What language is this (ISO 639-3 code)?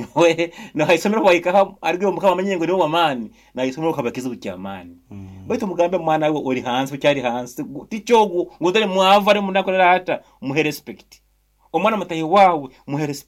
nyo